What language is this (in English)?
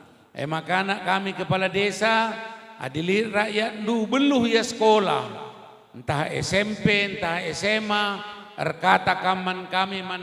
Batak Karo